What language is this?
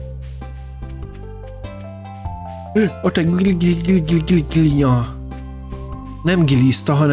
Hungarian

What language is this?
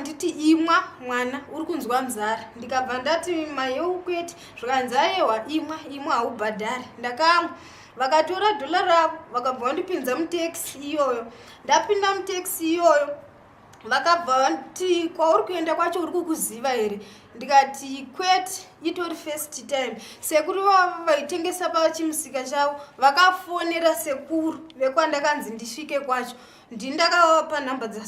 Shona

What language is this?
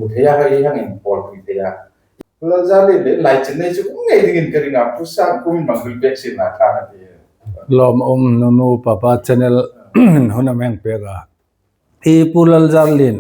Hmar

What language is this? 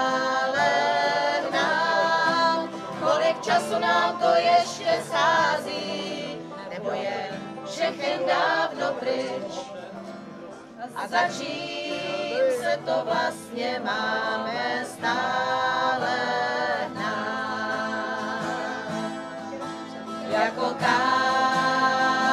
Czech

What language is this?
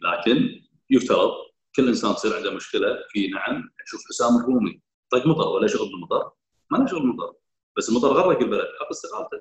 Gulf Arabic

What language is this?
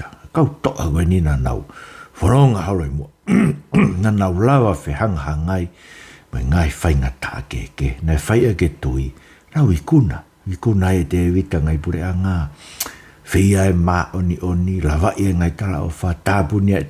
Tongan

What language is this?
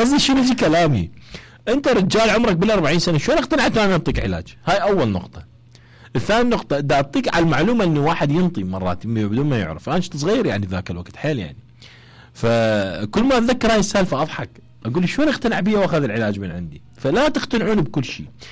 Mesopotamian Arabic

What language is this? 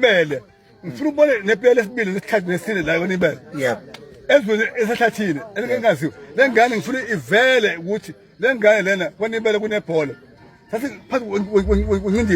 Zulu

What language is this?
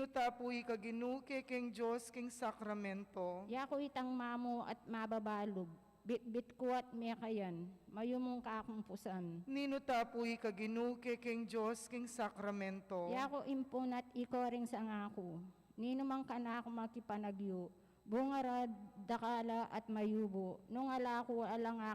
Pampanga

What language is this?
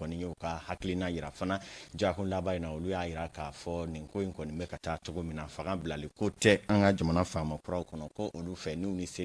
Bambara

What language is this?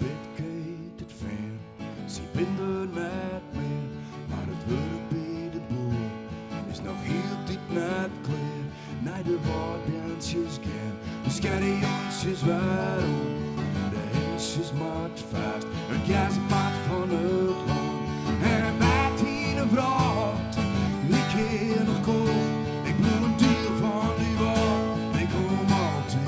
Western Frisian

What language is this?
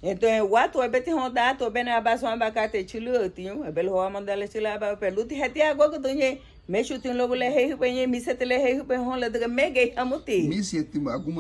Garifuna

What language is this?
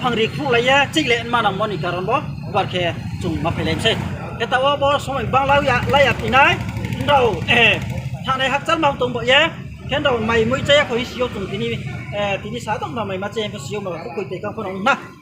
Riang (India)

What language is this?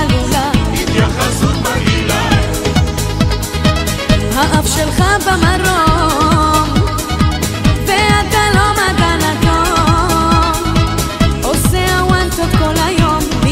Hebrew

